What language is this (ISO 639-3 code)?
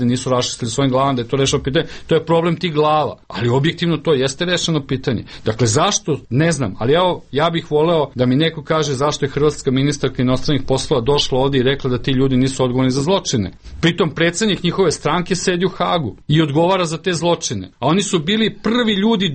srp